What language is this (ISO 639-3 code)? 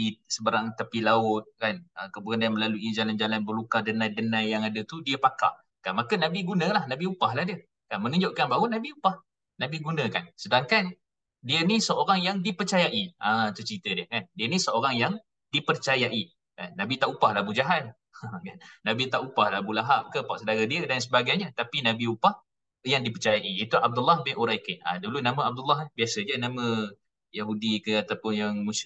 msa